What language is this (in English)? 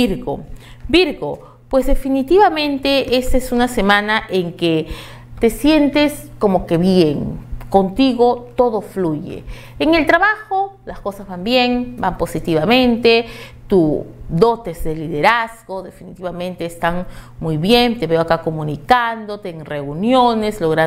Spanish